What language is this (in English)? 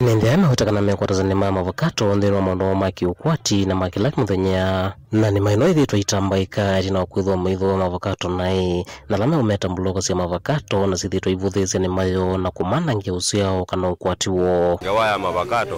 Kamba